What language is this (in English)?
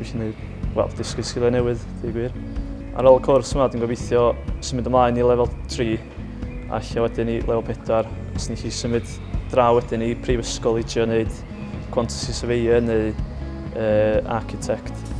Welsh